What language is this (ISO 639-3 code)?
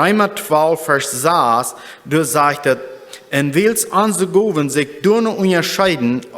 pdt